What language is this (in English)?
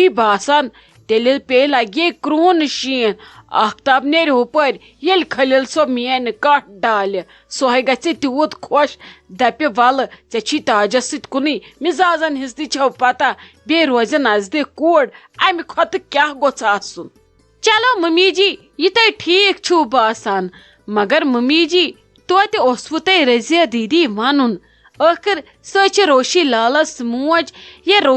Kashmiri